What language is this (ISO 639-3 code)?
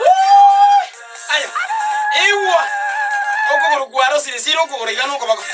guz